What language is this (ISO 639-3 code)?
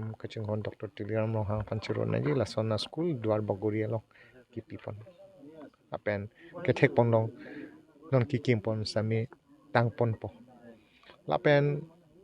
mjw